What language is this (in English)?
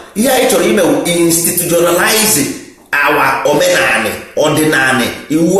Igbo